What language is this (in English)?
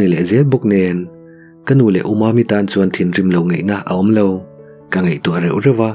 Mizo